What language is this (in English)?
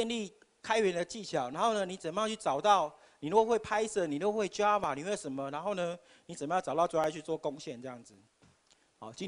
Chinese